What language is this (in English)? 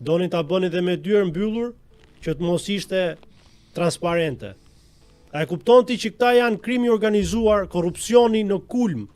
Albanian